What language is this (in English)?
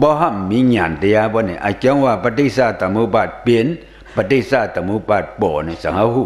Shan